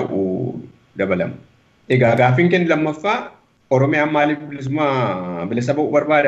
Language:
Oromo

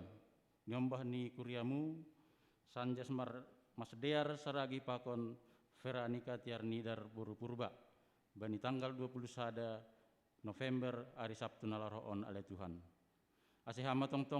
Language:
Batak Simalungun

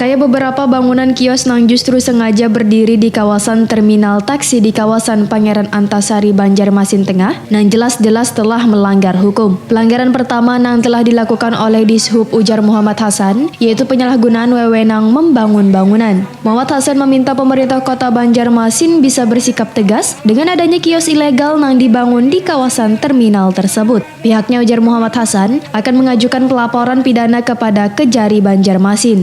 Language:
Banjar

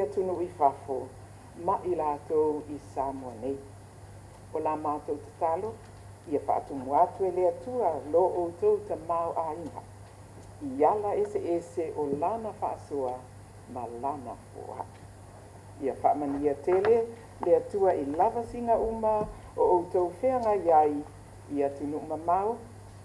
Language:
Samoan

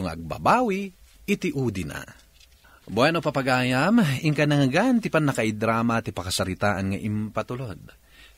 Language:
Iloko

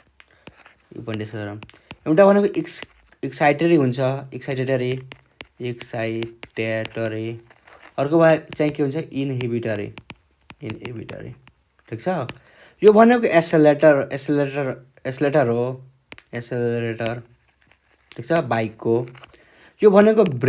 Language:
Nepali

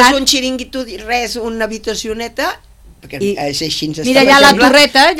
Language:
Catalan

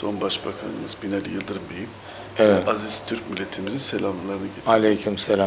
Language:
Turkish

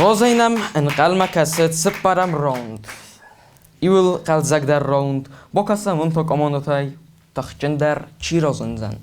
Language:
Ossetic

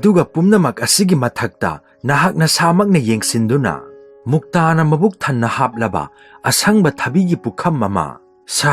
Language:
Manipuri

